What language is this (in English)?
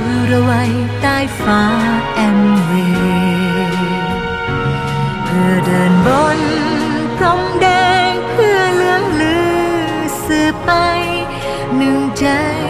Thai